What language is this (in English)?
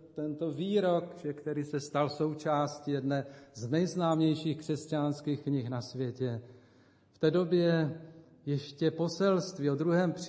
Czech